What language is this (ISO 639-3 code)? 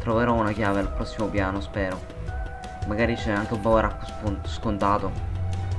ita